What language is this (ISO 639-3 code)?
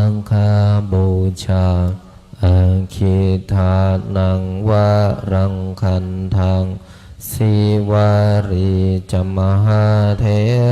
pli